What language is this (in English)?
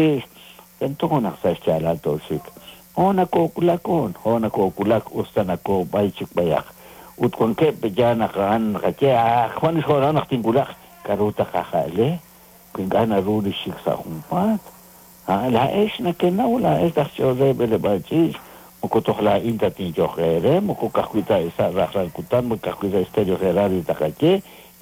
Kekchí